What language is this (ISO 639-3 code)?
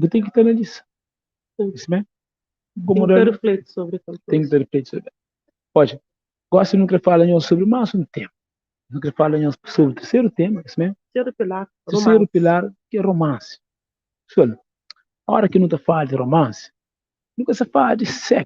kea